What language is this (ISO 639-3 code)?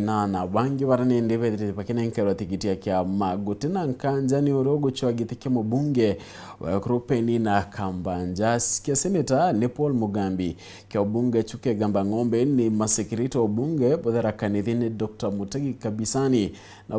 mer